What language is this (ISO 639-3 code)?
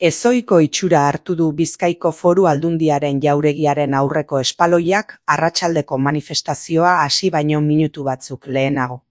eus